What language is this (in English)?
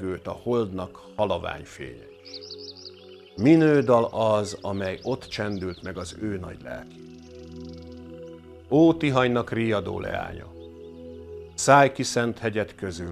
Hungarian